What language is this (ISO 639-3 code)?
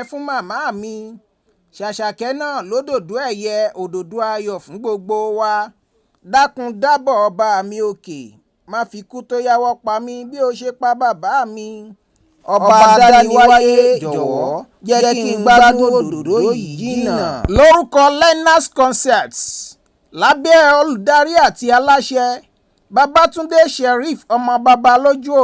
yor